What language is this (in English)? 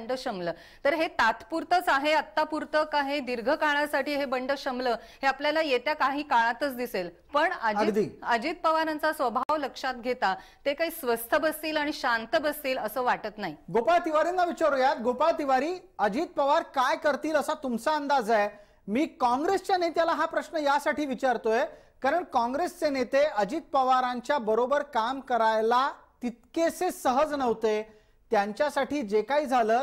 Marathi